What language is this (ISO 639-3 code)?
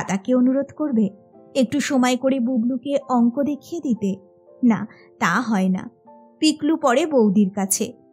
ben